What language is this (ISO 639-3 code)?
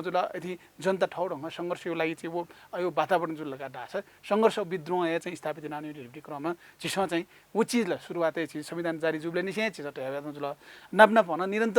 new